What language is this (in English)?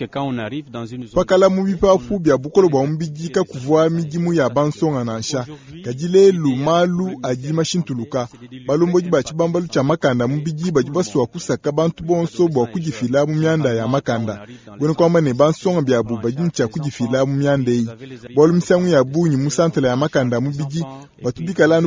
Luba-Lulua